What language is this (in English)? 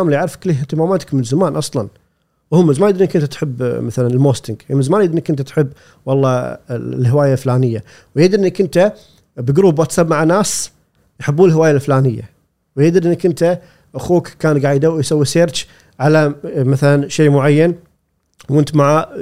Gulf Arabic